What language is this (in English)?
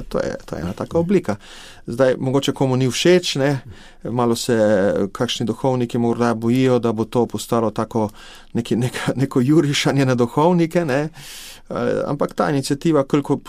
Slovenian